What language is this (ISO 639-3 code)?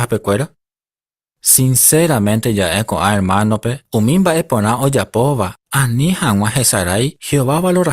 grn